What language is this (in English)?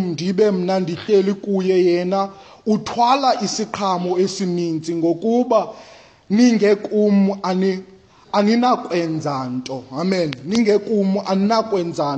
Xhosa